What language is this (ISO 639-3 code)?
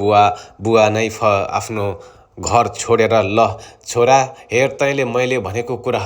nep